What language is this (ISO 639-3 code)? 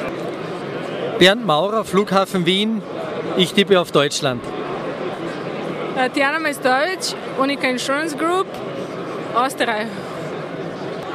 deu